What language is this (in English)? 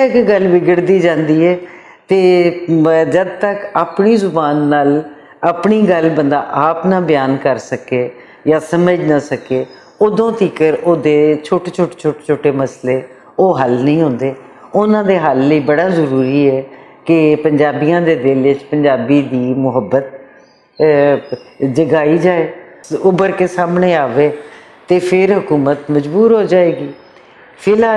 Western Panjabi